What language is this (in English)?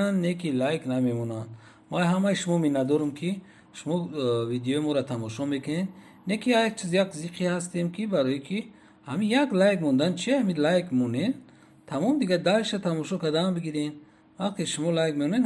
Tajik